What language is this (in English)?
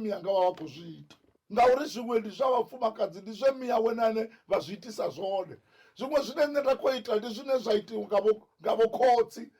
Venda